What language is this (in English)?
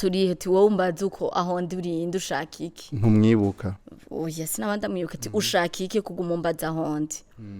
Rundi